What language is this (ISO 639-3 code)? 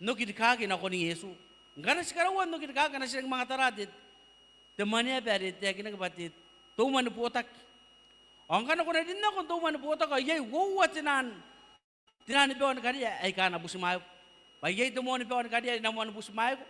gil